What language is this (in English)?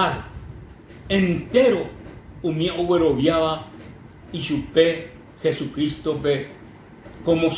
Guarani